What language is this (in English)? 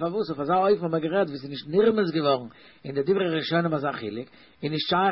Yiddish